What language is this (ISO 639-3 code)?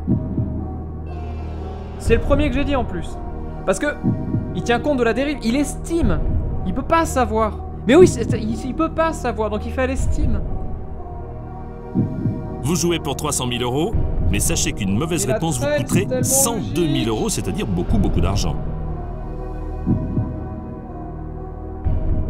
fra